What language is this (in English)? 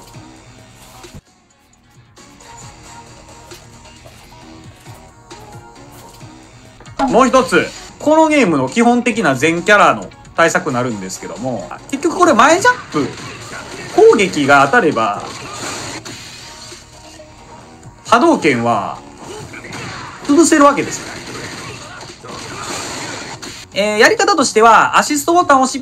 Japanese